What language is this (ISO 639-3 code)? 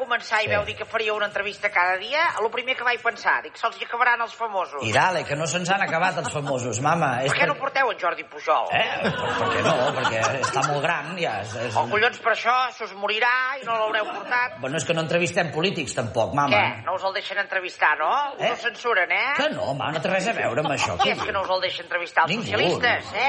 cat